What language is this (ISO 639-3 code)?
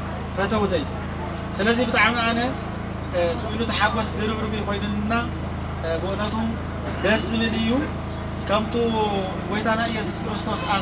tir